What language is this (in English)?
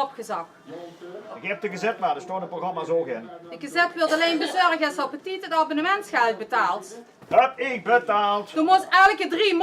Limburgish